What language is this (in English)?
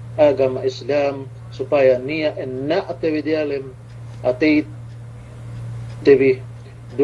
Yakan